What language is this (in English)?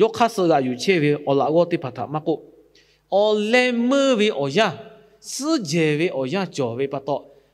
Lahu